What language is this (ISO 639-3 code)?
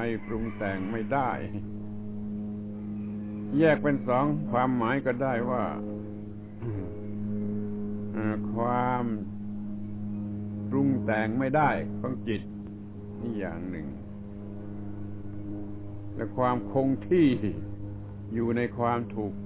tha